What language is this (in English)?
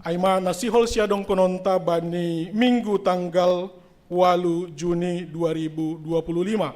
Batak Simalungun